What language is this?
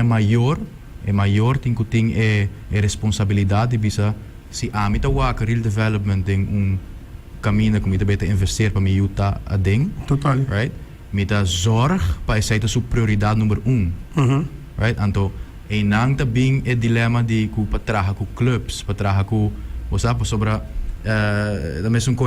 Papiamento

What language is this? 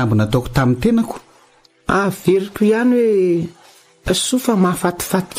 Malagasy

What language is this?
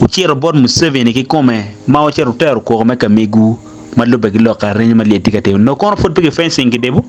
Acoli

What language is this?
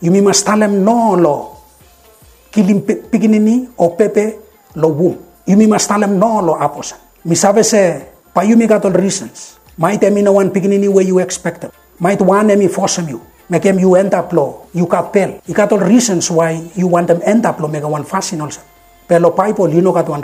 Bislama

